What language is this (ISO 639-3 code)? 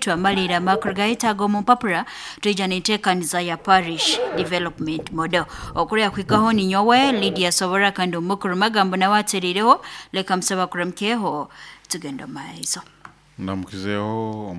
nyo